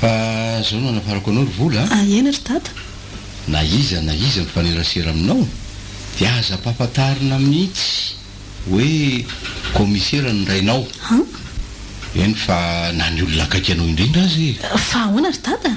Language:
Malagasy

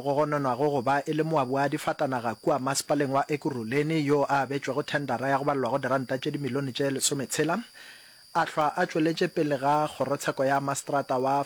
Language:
Northern Sotho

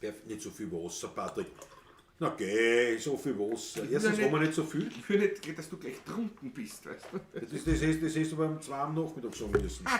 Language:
Bavarian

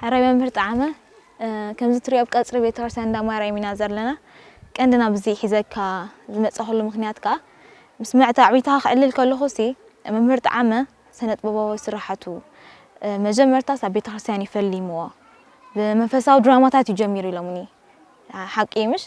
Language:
Tigrinya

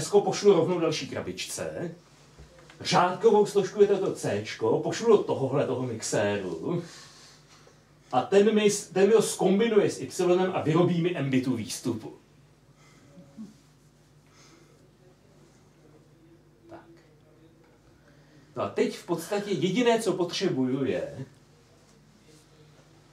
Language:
Czech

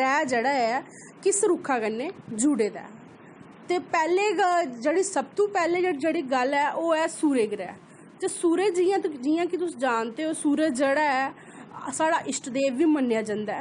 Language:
Dogri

